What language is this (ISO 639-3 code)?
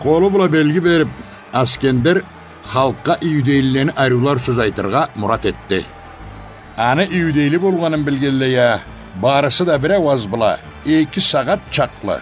krc